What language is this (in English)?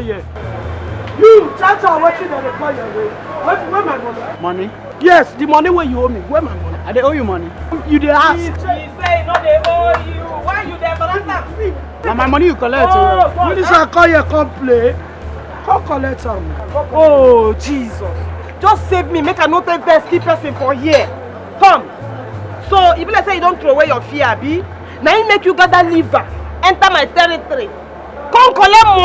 Nigerian Pidgin